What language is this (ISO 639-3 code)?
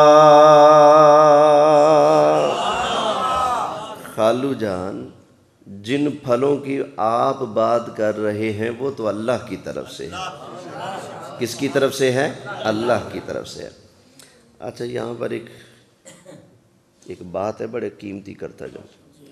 urd